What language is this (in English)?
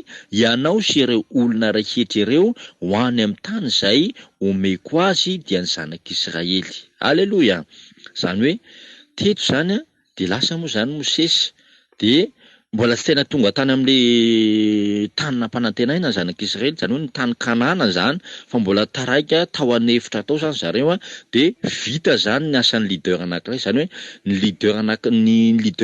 Malagasy